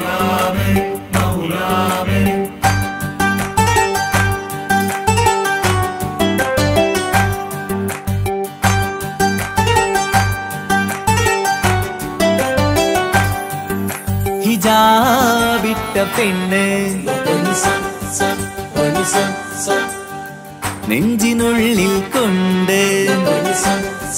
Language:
Malayalam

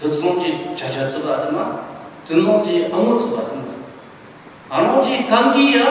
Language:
Ao Naga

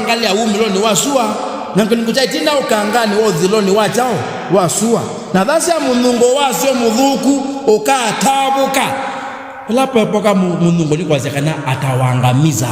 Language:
Kamba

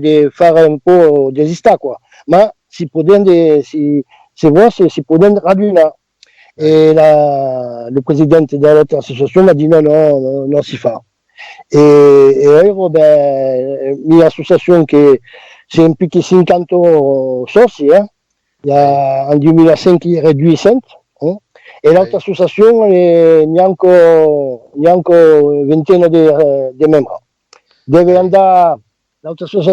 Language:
Occitan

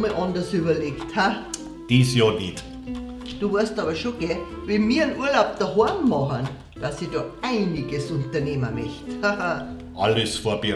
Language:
Bavarian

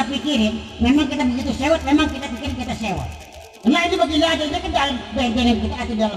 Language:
Betawi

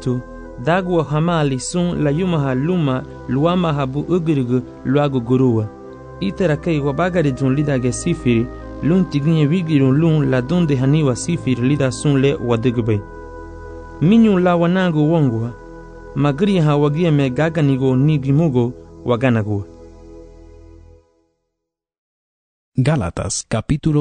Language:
Garifuna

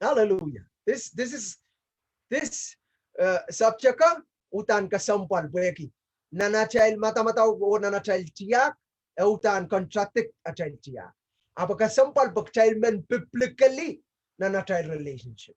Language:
Pohnpeian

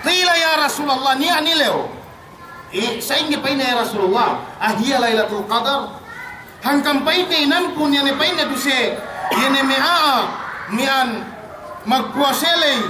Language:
Yakan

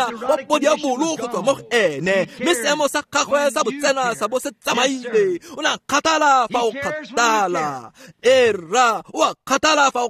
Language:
Tswana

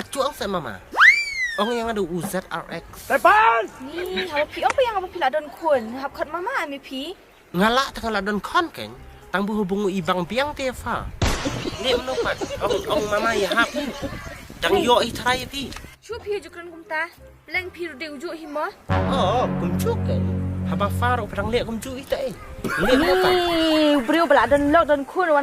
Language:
Khasi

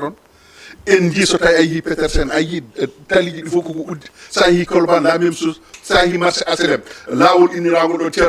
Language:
Fula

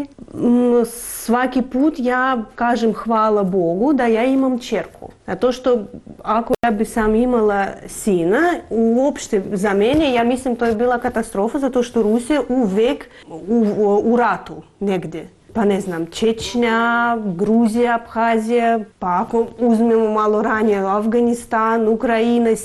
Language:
Serbian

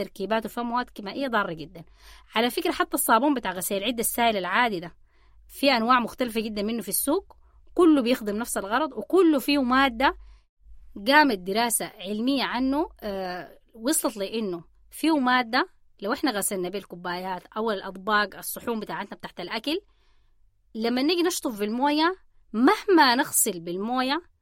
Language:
Sudanese Arabic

